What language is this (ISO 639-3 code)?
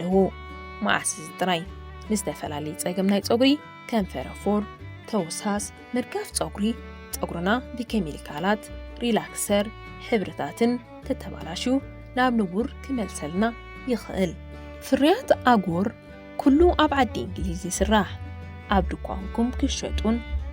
tir